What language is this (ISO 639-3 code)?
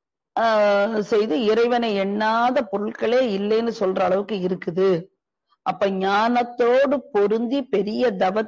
tam